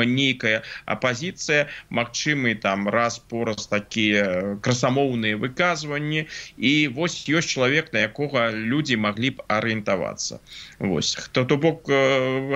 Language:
Belarusian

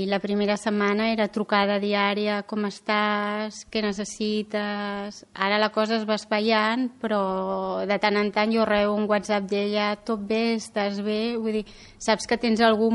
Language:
Catalan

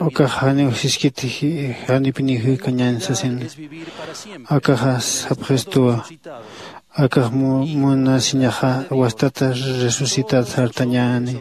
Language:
Aymara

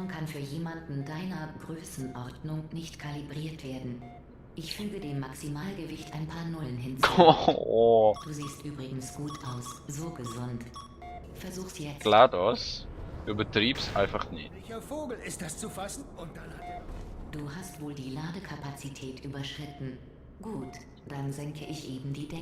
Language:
Swiss German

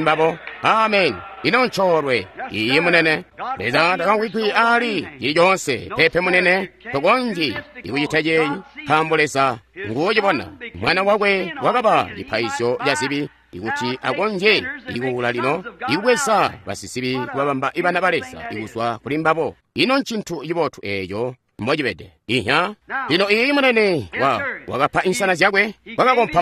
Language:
Tonga (Zambia)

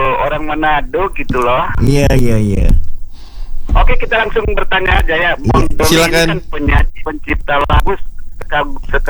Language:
Indonesian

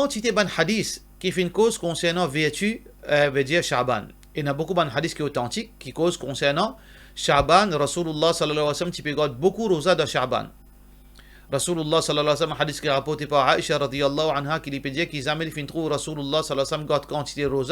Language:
Morisyen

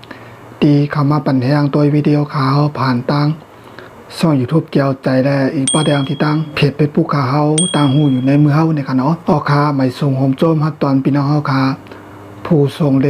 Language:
Shan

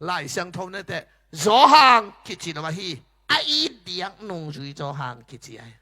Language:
Tedim Chin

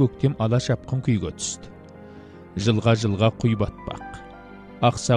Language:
Kazakh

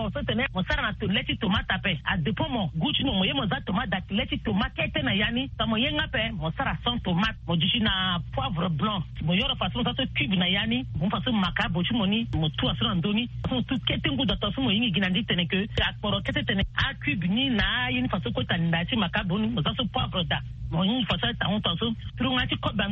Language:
Sango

